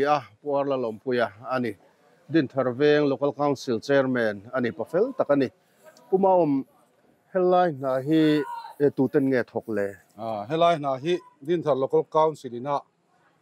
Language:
Mizo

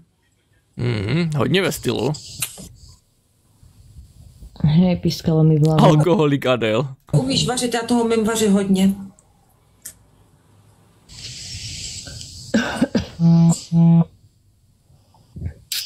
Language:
Czech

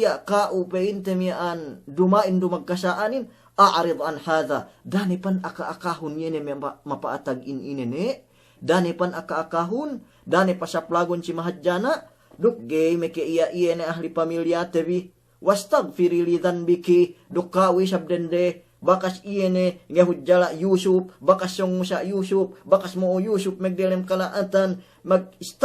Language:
Yakan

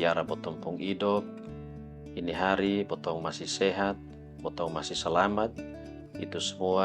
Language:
Kupang Malay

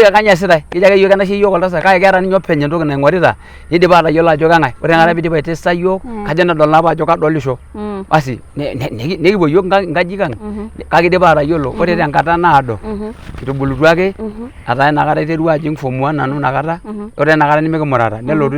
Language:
Masai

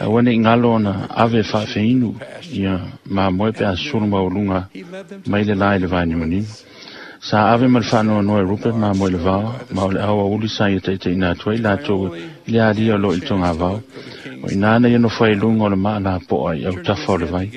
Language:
Samoan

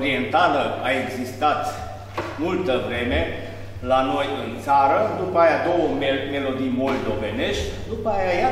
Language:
Romanian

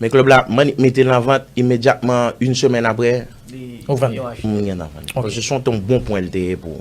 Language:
Haitian Creole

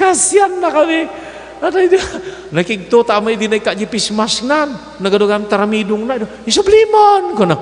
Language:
Iloko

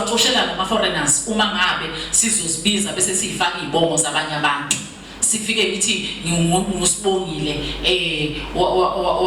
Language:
Zulu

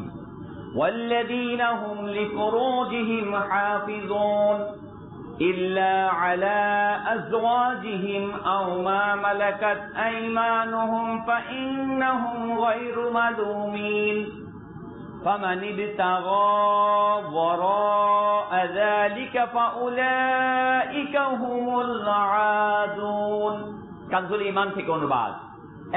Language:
Bangla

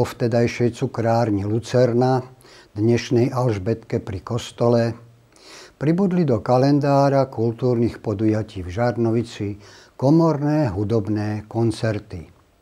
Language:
Slovak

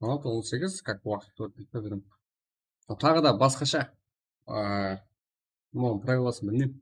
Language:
Kara-Kalpak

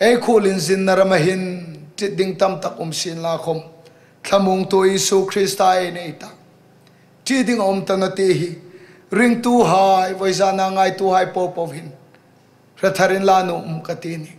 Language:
Hmar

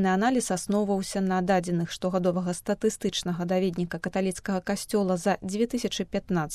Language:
Belarusian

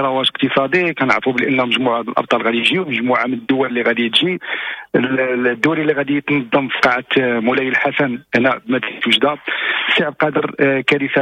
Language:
Moroccan Arabic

